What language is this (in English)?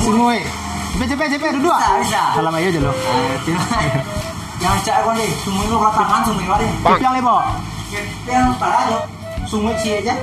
Minangkabau